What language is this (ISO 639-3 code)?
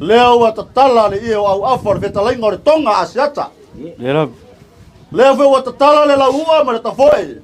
smo